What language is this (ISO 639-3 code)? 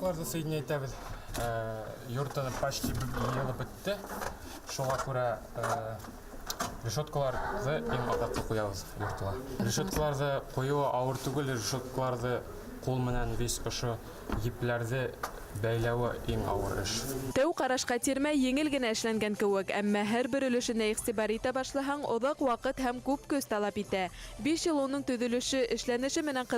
bak